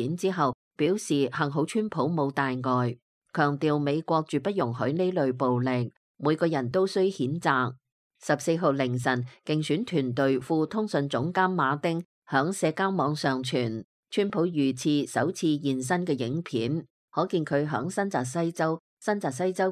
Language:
Cantonese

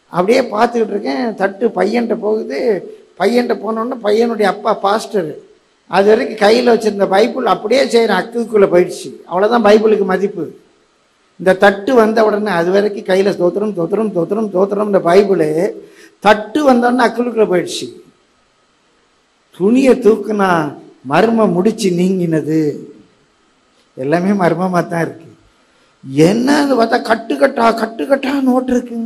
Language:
Tamil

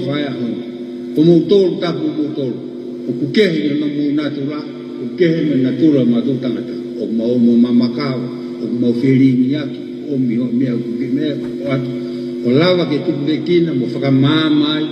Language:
Tongan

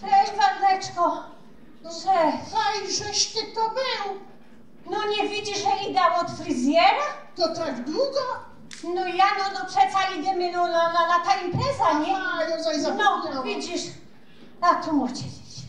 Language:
Silesian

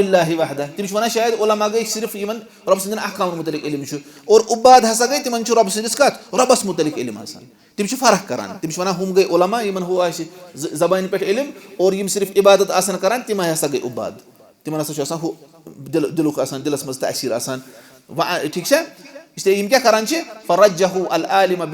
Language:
Kashmiri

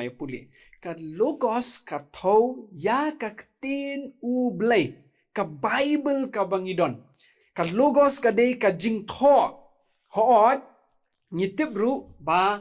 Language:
Khasi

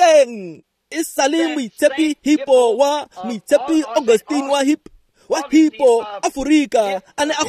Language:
Tswana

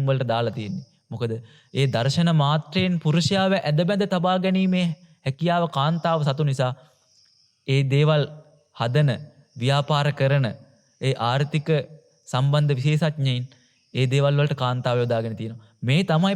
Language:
Sinhala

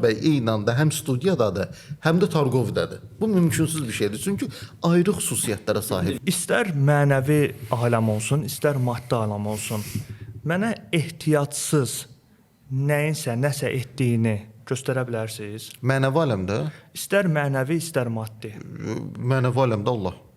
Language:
Azerbaijani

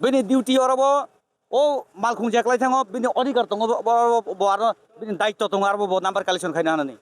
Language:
Kok Borok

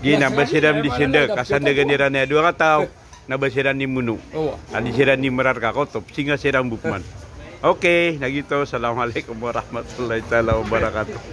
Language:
Maranao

